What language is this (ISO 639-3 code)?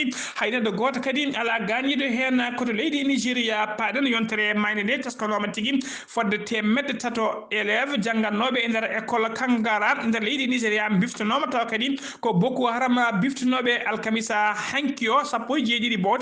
ful